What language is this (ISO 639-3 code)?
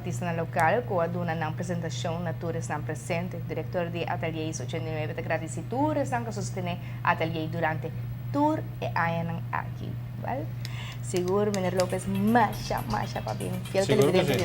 pap